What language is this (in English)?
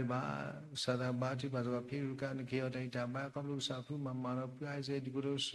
S'gaw Karen